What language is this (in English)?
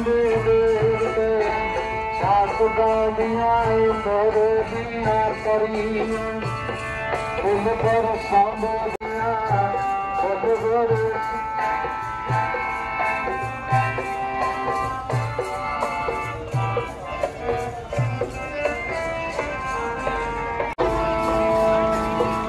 Punjabi